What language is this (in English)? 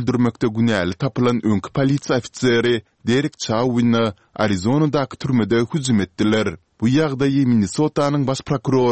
Turkmen